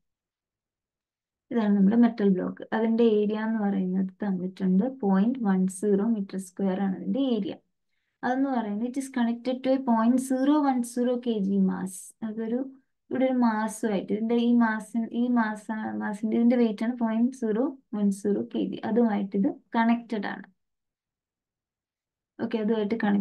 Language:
Malayalam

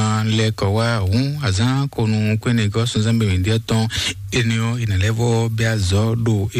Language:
Fon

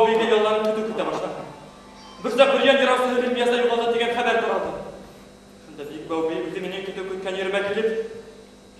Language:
Bashkir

